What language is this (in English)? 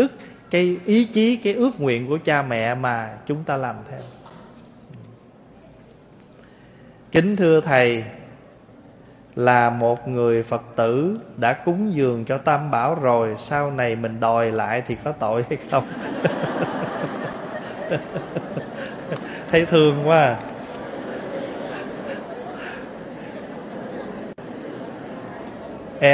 Vietnamese